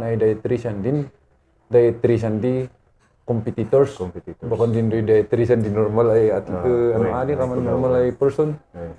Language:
Kankanaey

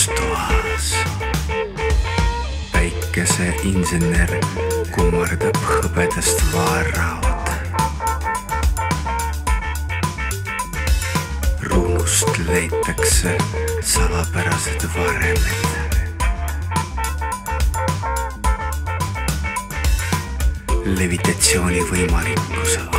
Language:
Estonian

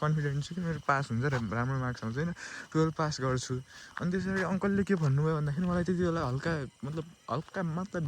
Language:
Nepali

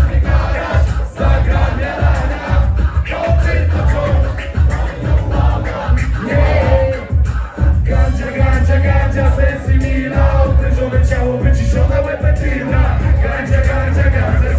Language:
Polish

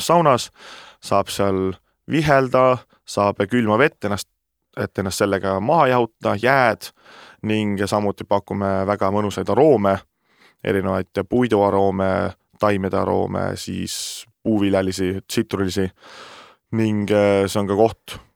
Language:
Estonian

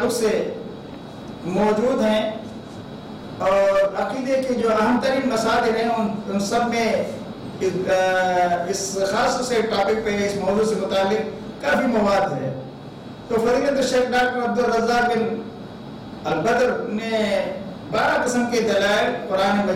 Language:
Urdu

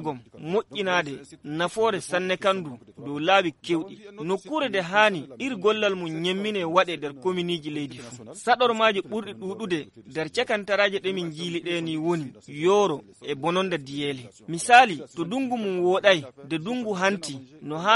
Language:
Fula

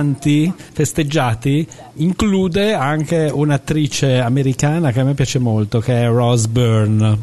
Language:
Italian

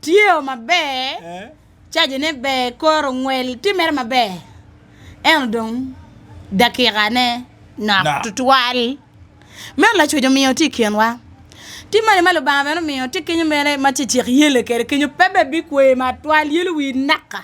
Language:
Acoli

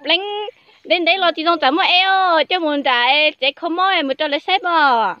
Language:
Hmong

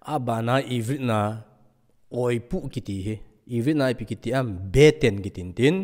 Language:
Thado Chin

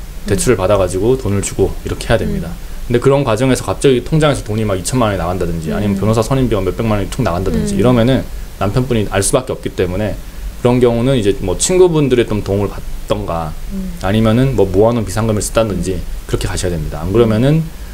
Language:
Korean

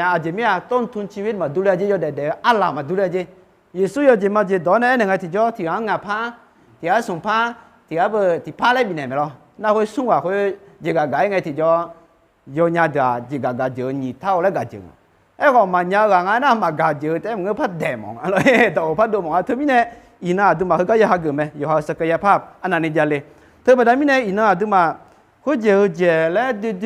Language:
Akha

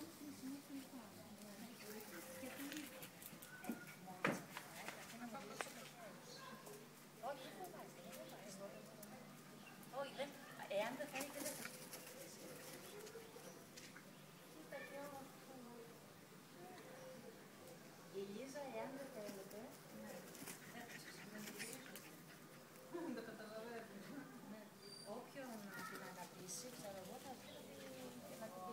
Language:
Greek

